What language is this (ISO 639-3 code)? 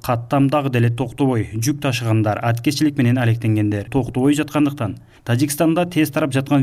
kir